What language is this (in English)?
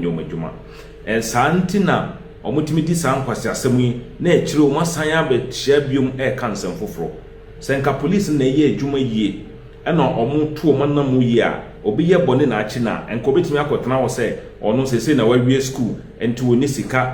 Akan